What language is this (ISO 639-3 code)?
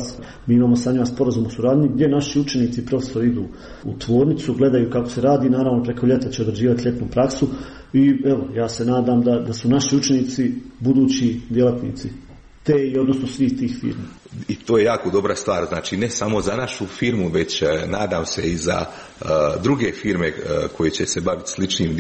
hrv